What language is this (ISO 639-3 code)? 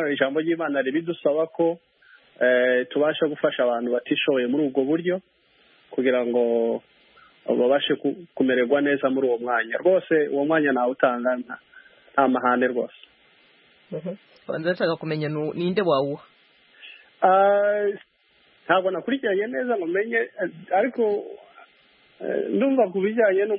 kin